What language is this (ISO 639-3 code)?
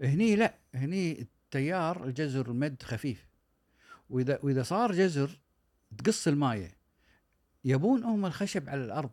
afb